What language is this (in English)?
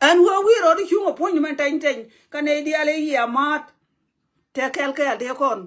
Nuer